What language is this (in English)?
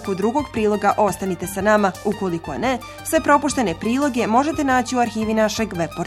Bosnian